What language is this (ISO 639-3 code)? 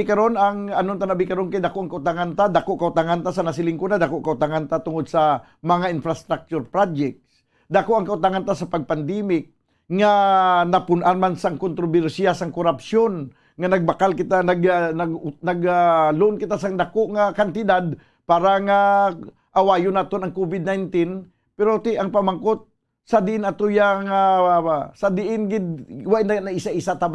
hil